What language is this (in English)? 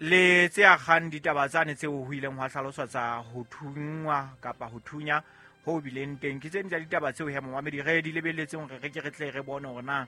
Southern Sotho